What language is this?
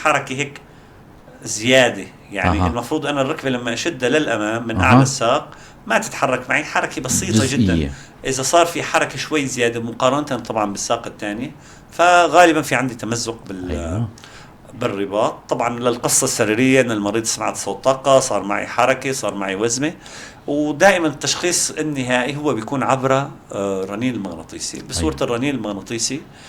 North Levantine Arabic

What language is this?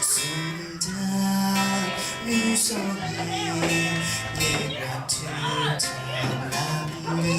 Kachin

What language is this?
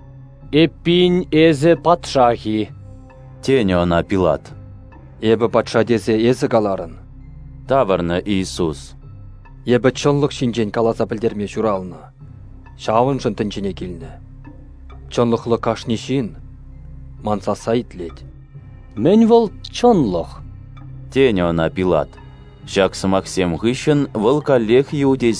Chuvash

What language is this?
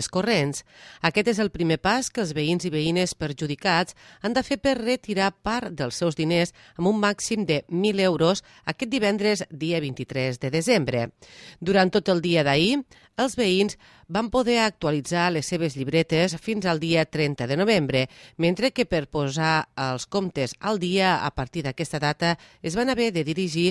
Catalan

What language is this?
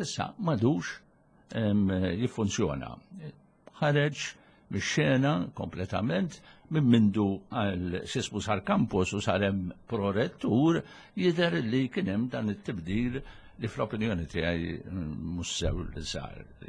Maltese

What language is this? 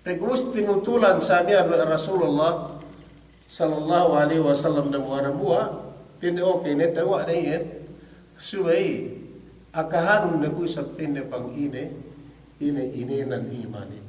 Yakan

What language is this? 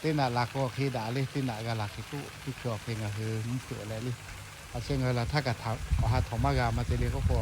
Lahu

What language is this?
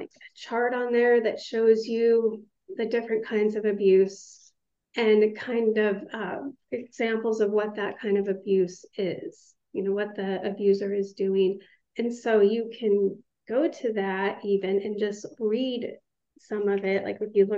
English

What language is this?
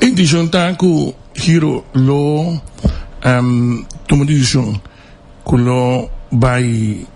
Papiamento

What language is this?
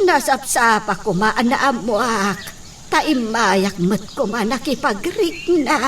Iloko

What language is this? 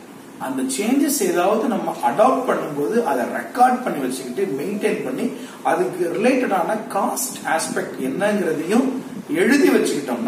Tamil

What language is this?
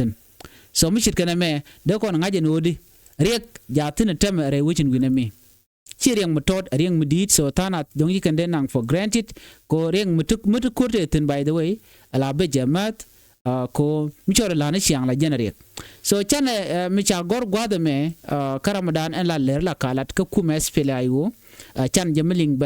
Nuer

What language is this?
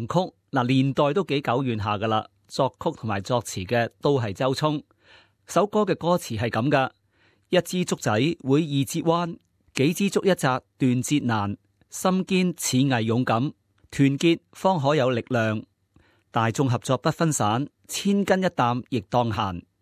Cantonese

